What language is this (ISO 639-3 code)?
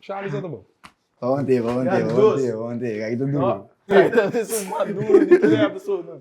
pap